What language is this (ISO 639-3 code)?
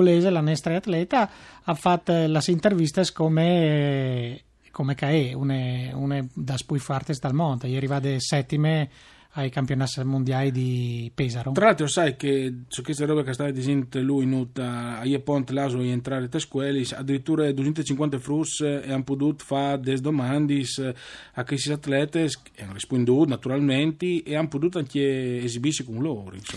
fur